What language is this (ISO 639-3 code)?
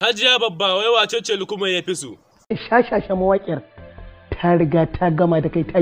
hau